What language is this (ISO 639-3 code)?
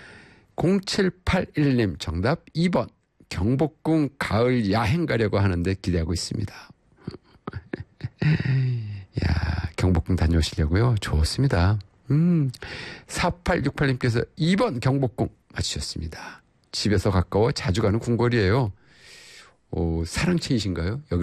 kor